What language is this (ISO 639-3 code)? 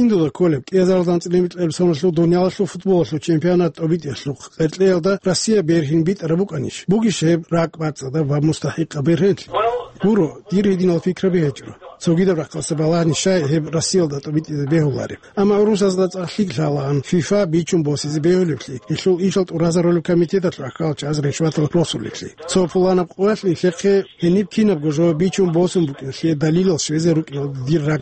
ava